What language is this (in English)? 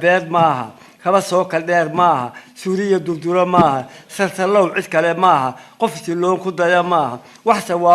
Somali